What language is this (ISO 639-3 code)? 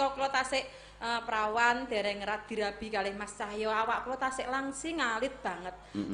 jav